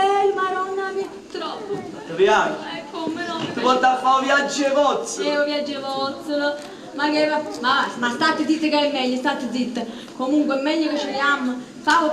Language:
Neapolitan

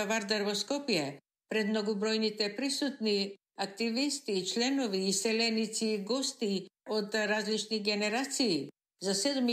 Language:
Macedonian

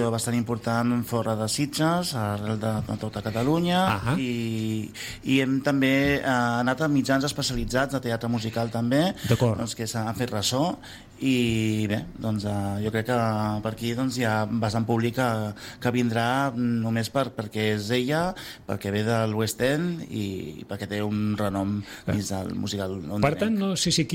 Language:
Catalan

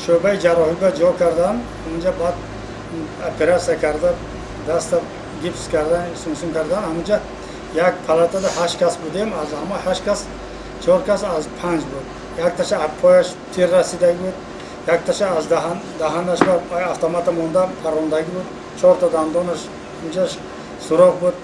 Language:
Tajik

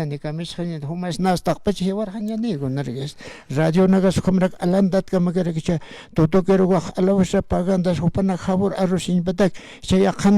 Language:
Aymara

